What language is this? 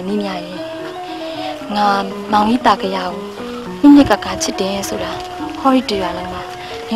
Burmese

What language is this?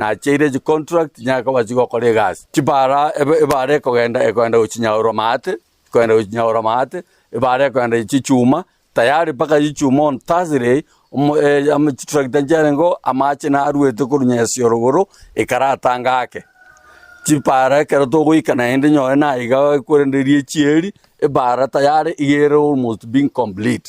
Gusii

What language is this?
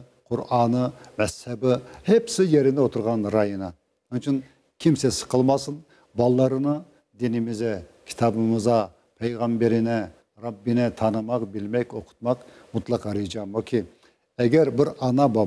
Crimean Tatar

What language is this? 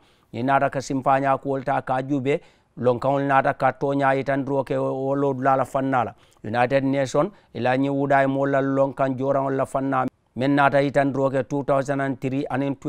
Mandingo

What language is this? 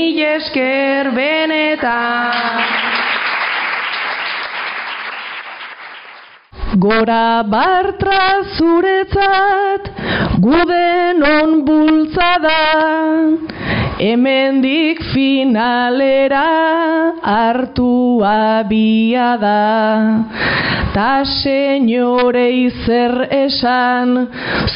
Basque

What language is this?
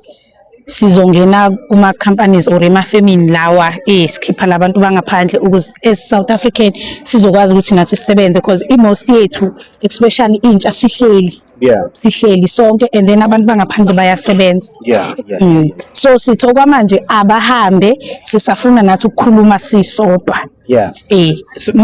Zulu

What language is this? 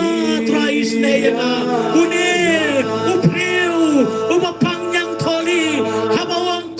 Khasi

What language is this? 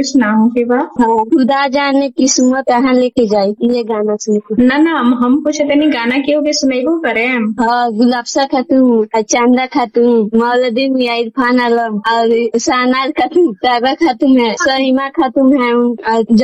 Bhojpuri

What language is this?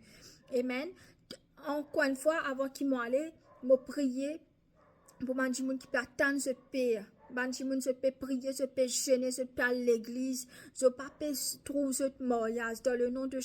Morisyen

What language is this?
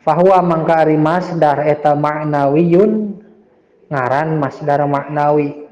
Sundanese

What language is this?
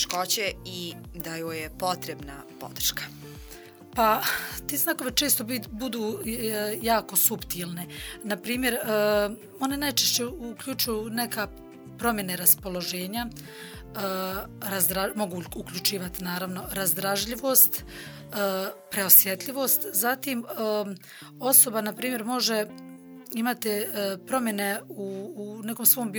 Bosnian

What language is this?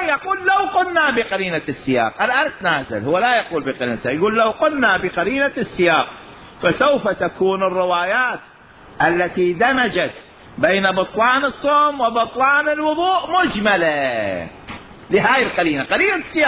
Mesopotamian Arabic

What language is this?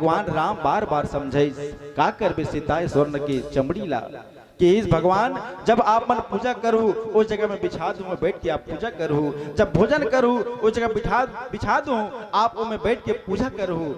Chhattisgarhi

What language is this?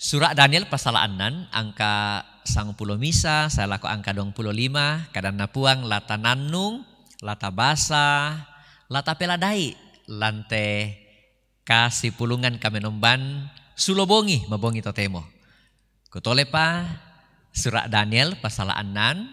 Toraja-Sa'dan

